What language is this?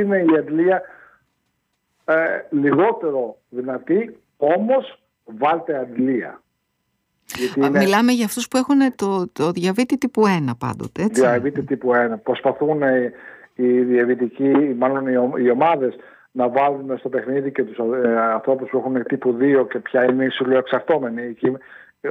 Greek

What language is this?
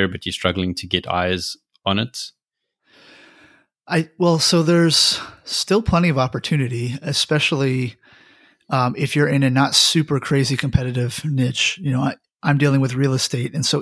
English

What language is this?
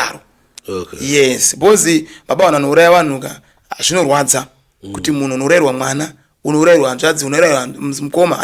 Shona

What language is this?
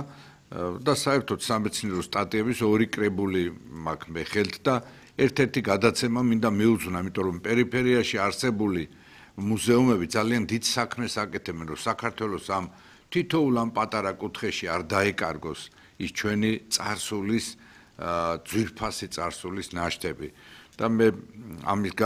Georgian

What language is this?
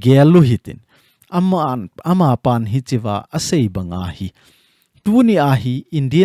Thado Chin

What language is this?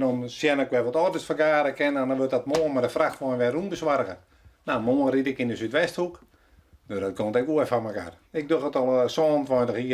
Western Frisian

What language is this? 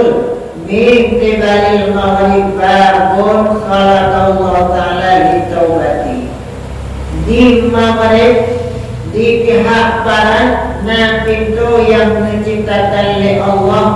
Achinese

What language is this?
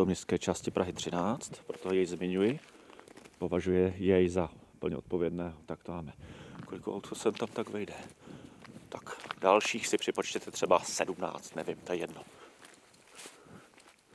Czech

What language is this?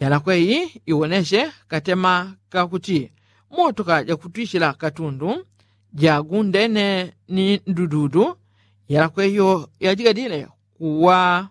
Yao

